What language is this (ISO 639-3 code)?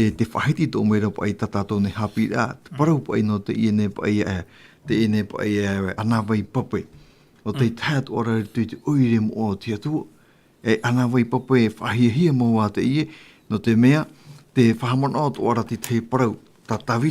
tah